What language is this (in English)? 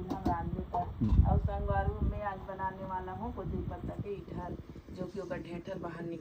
Chhattisgarhi